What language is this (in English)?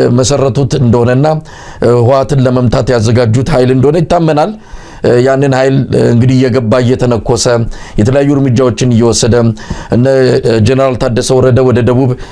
Amharic